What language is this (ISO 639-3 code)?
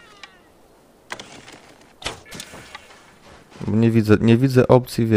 pol